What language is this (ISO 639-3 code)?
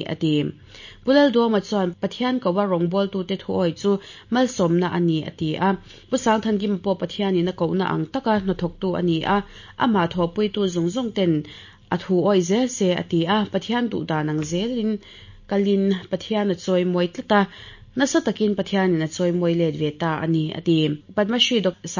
lus